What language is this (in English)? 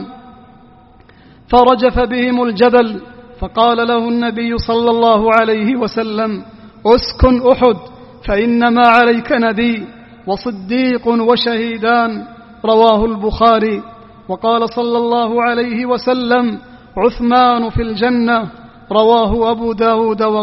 Arabic